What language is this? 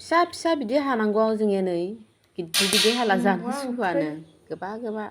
Bodo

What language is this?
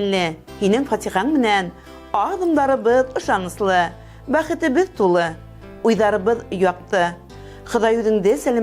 Bashkir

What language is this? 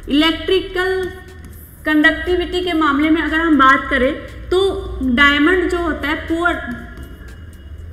Hindi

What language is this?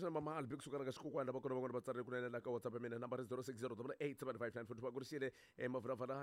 Tsonga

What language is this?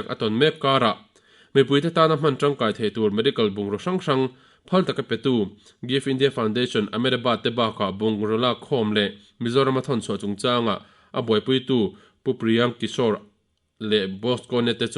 Mizo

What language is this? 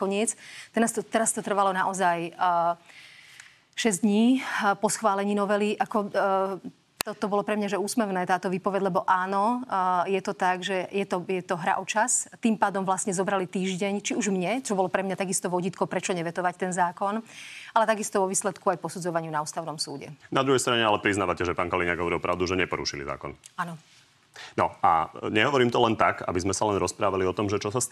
Slovak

